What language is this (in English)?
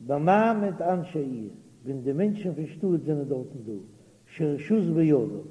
Yiddish